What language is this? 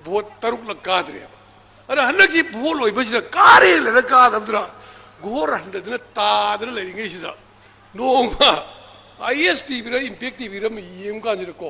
Manipuri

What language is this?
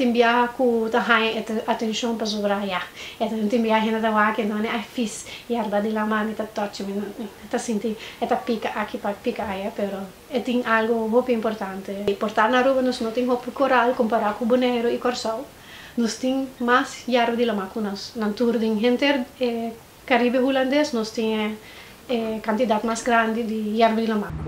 Papiamento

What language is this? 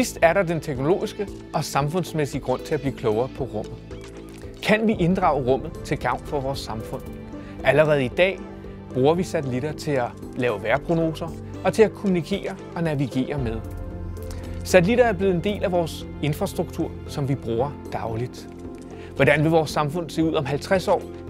Danish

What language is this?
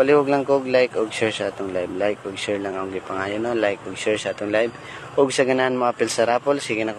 Cebuano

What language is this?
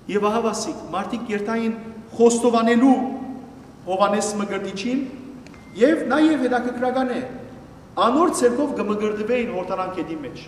Western Armenian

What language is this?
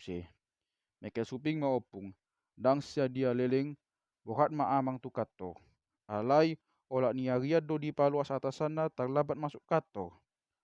Batak Toba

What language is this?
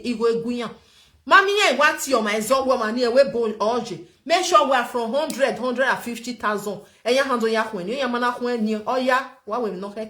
Nigerian Pidgin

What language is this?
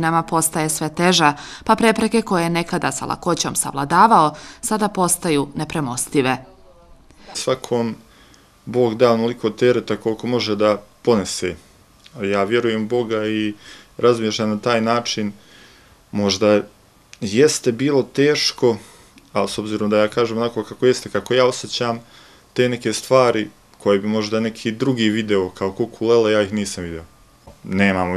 Bosnian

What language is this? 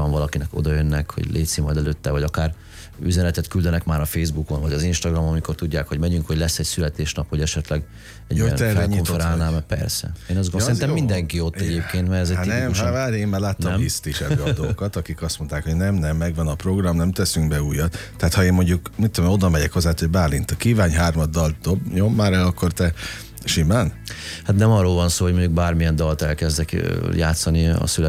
Hungarian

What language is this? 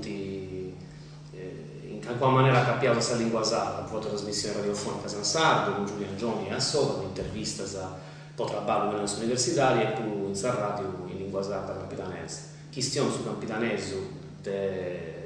Sardinian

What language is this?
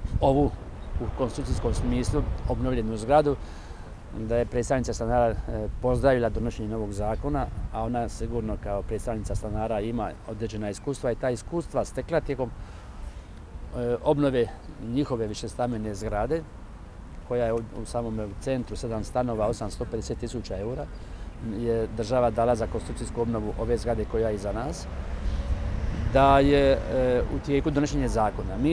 Croatian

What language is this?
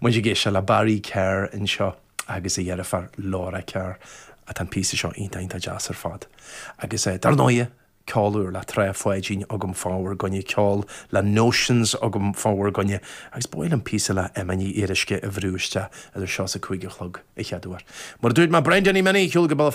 Irish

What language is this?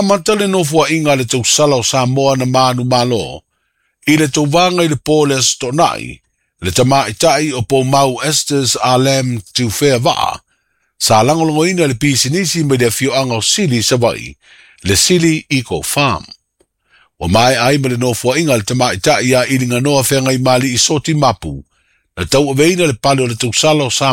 Samoan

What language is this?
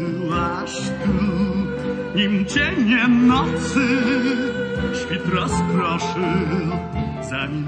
Polish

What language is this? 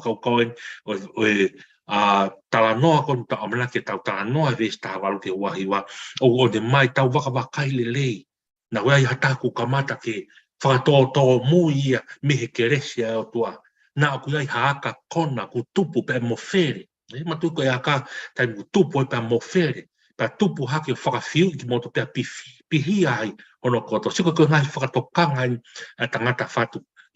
Tongan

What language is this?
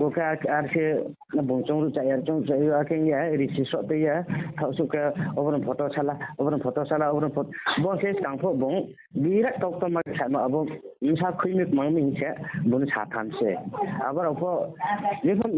Riang (India)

